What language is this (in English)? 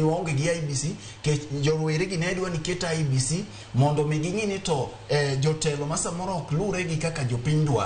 Luo (Kenya and Tanzania)